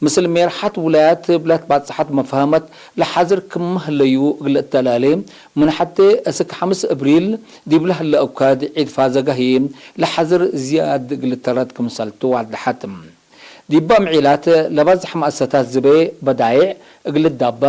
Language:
Tigre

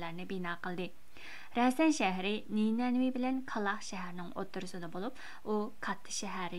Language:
Uyghur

